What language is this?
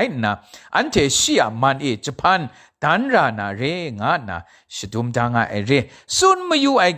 Kachin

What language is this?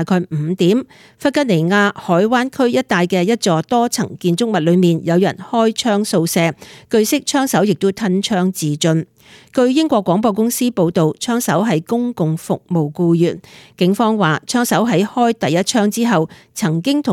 Cantonese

